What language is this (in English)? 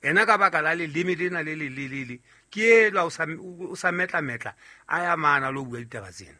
Southern Sotho